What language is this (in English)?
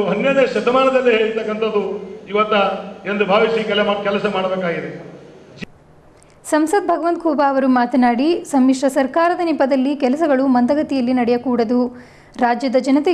Kannada